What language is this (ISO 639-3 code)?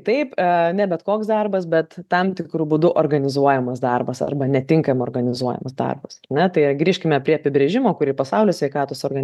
lit